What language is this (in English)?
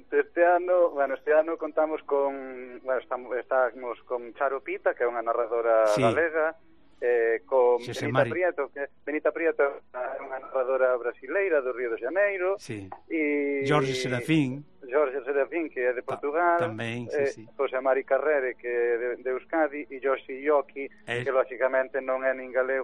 Galician